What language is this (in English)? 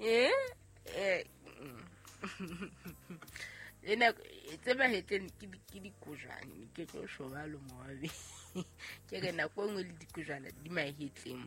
Southern Sotho